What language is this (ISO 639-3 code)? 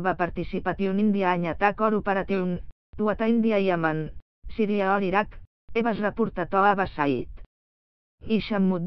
eng